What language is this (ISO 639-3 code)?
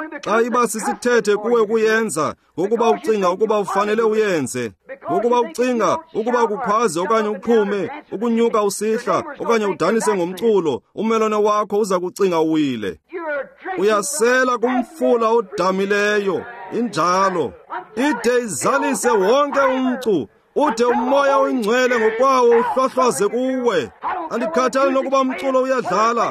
xho